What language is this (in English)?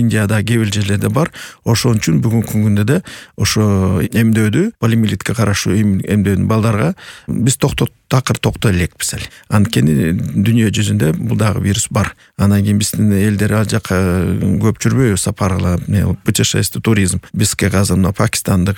Kyrgyz